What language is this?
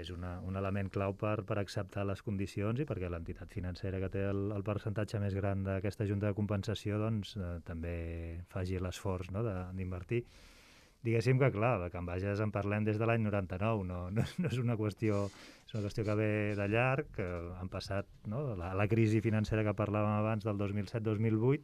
Catalan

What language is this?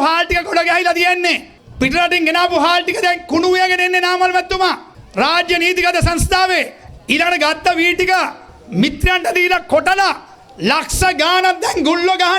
Sinhala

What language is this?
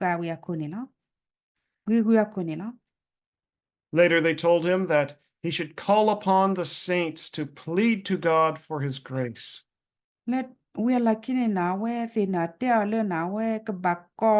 S'gaw Karen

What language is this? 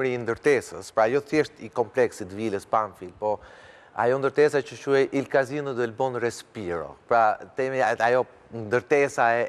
Albanian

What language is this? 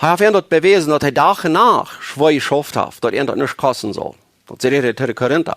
Plautdietsch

